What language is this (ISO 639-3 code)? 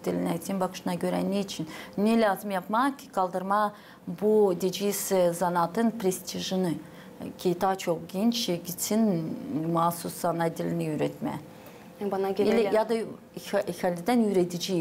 gag